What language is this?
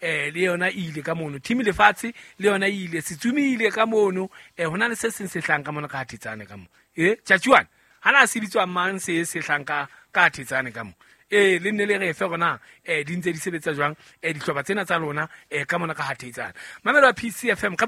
Southern Sotho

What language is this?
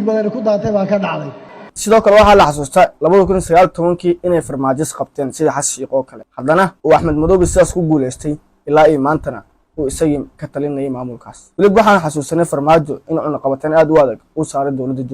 Somali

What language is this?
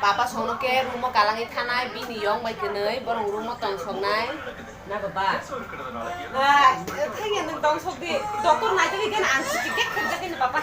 Kok Borok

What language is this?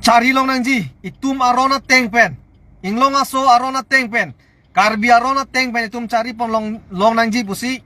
Karbi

